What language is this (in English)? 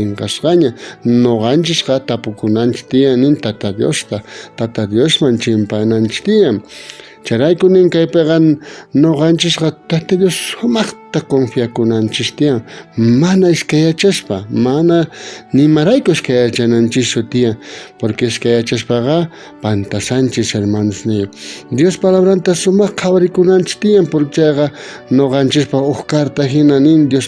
South Bolivian Quechua